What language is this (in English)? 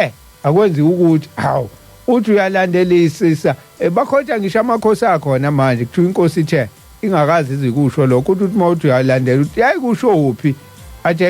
Zulu